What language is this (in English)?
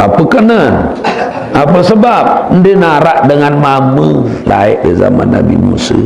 Sasak